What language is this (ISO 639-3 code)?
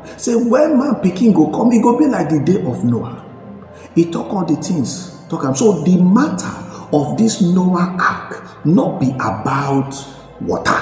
pcm